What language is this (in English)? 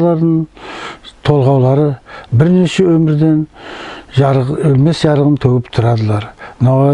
Nogai